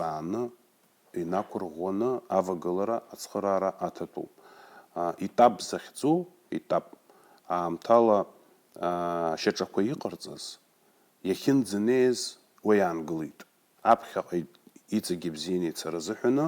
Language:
Abkhazian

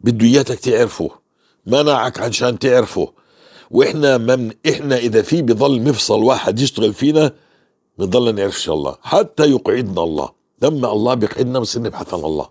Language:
North Levantine Arabic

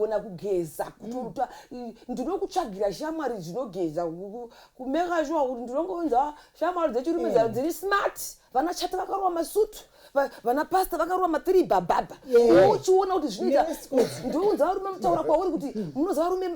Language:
Shona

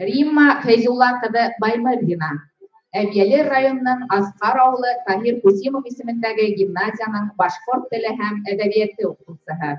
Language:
Bashkir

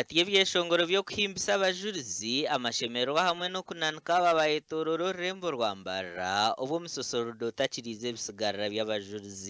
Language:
Nyankole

